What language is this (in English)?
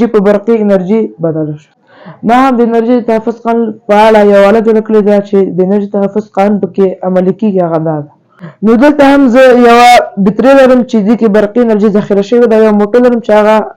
Pashto